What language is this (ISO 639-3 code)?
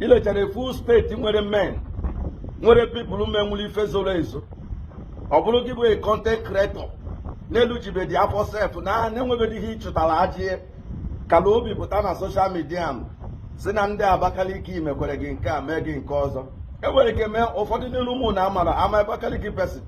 ibo